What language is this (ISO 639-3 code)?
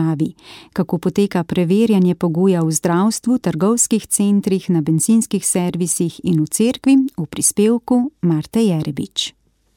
slv